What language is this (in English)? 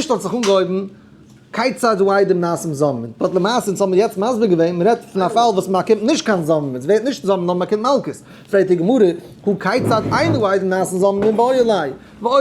Yiddish